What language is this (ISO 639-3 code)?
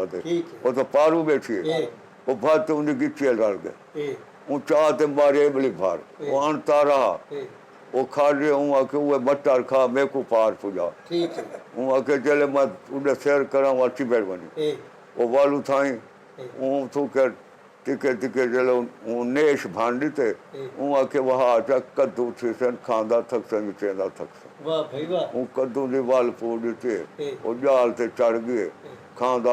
skr